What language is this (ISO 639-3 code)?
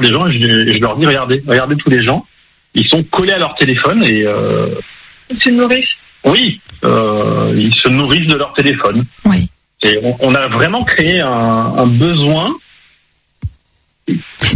fra